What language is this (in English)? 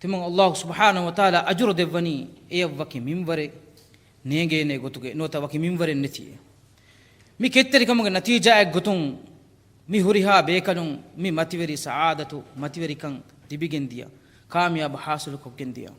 Divehi